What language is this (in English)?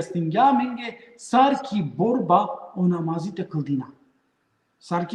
Balkan Romani